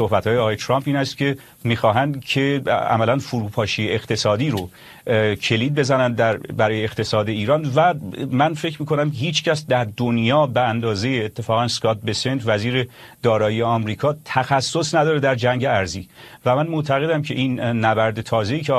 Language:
Persian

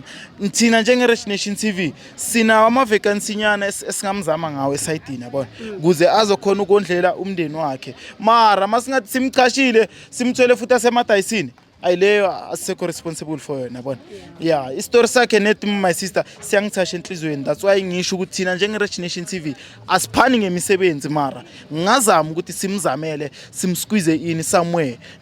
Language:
Zulu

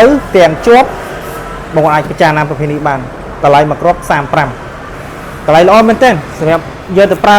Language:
Khmer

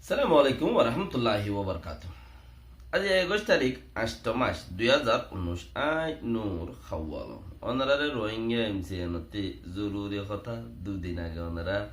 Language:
Rohingya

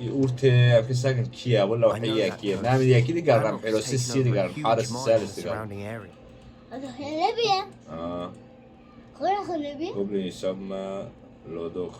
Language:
Kurdish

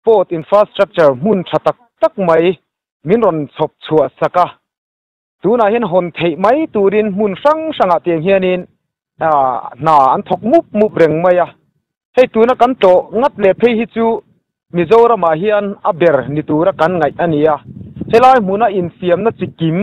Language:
Mizo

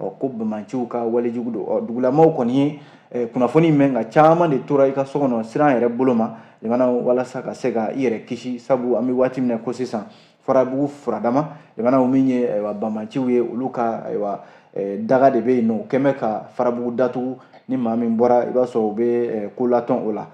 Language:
Bambara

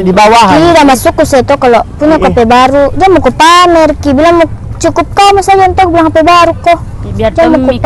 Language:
Makassar Malay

